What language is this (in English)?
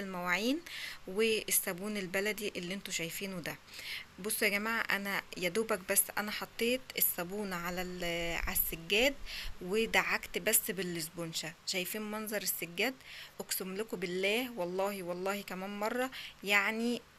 Egyptian Arabic